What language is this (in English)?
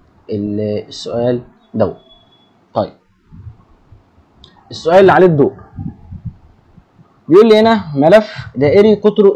Egyptian Arabic